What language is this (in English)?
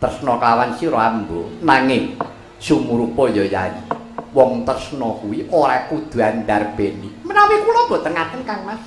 Javanese